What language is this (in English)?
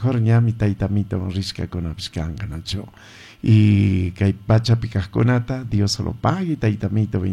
Chimborazo Highland Quichua